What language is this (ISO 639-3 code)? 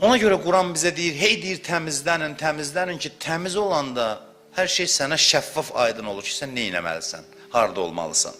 aze